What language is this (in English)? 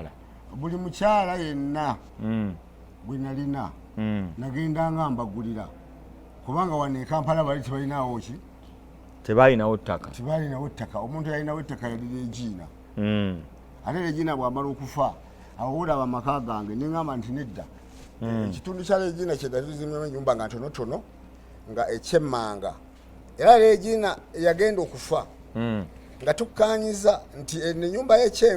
Ganda